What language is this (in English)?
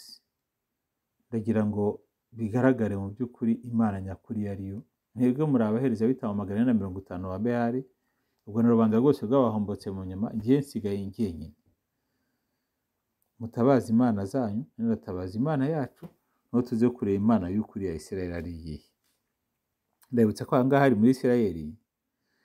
Kinyarwanda